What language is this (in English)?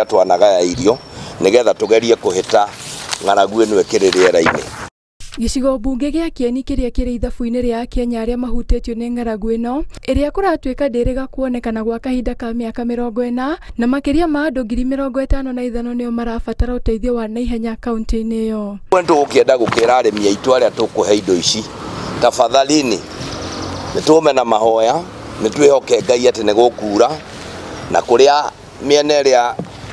Kikuyu